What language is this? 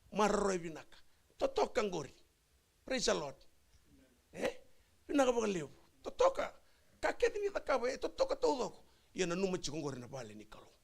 Fijian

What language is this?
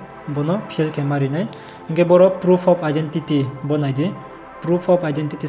Riang (India)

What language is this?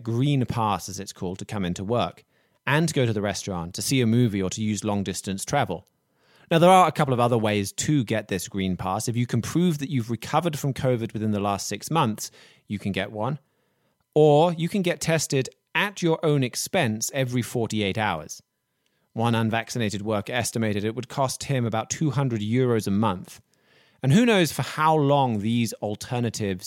English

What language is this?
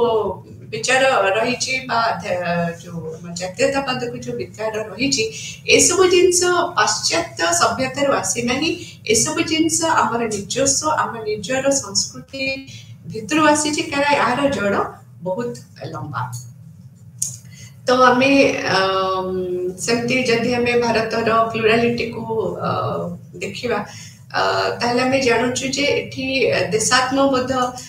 Odia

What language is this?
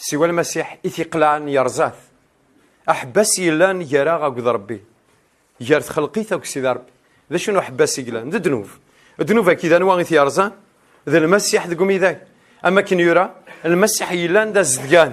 Kabyle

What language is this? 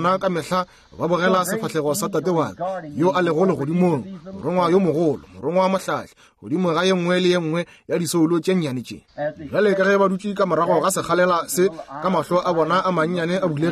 Northern Sotho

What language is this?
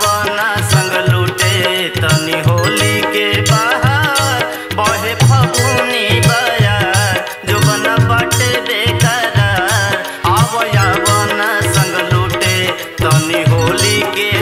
Bhojpuri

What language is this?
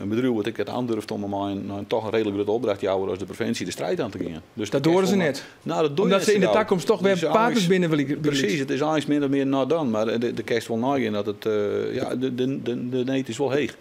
Western Frisian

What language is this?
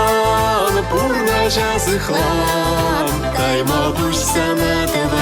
Chuvash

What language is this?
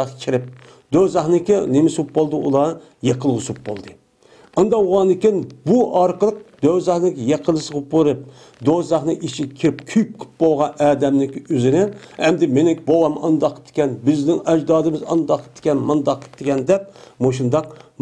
Uyghur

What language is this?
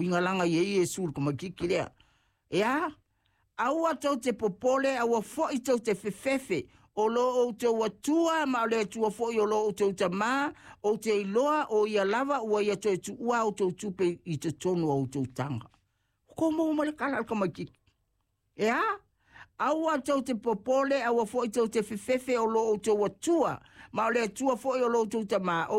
Samoan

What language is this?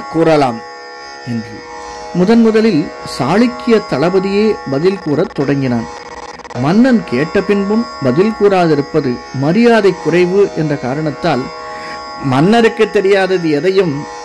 Tamil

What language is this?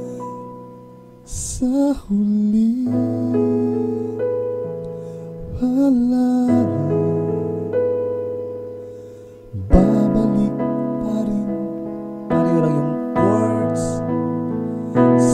Filipino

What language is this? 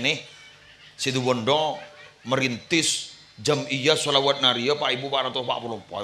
Madurese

